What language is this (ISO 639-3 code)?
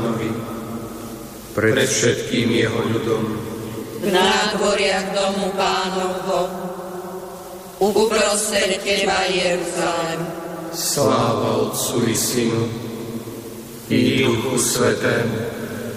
slk